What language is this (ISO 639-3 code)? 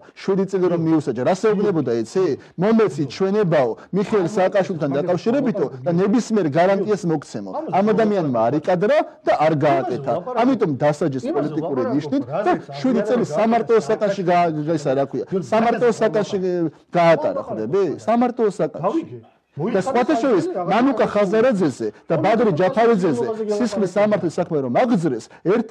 kat